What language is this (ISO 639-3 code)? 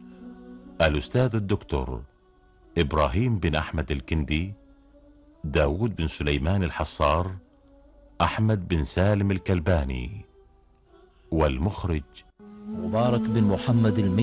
ara